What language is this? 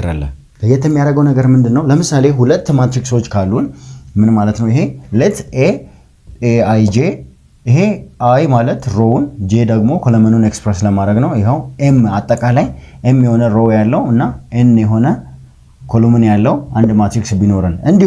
Amharic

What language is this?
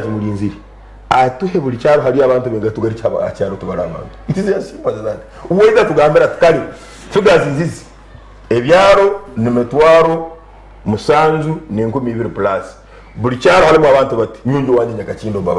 Nyankole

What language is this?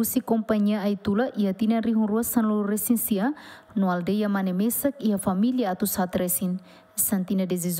Tetum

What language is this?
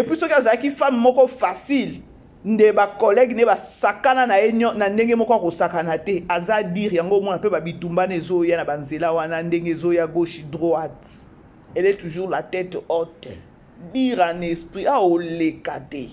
Lingala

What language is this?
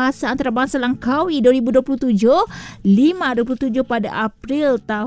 Malay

